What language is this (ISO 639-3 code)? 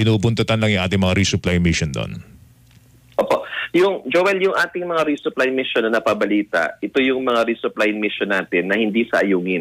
fil